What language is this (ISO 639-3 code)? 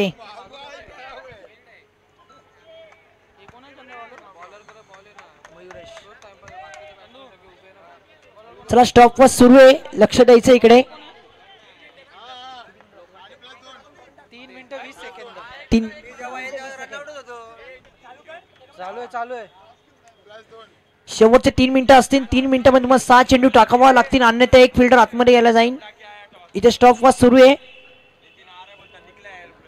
mar